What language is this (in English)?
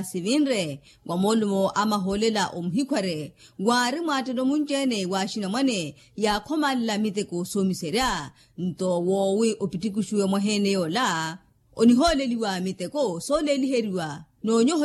Makhuwa